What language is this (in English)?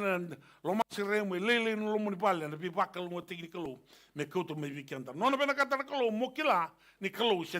Fijian